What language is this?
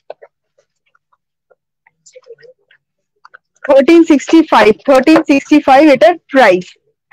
Bangla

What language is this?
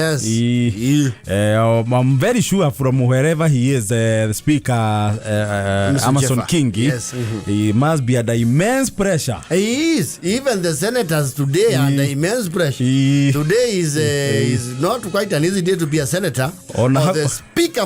Kikuyu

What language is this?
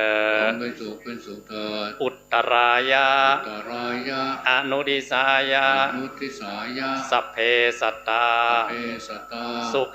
Pali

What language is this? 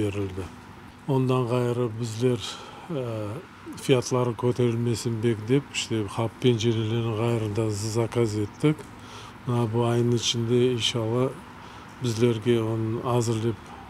Crimean Tatar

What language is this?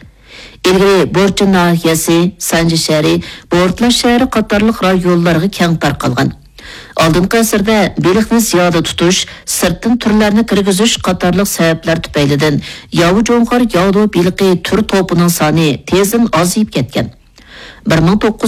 Uyghur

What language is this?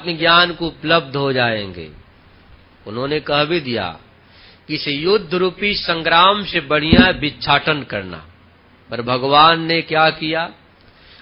Hindi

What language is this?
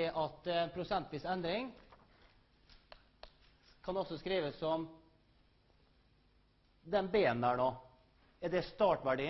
Norwegian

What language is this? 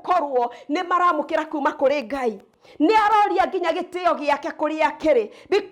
Kikuyu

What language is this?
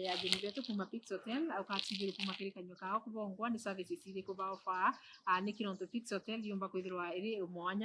Meru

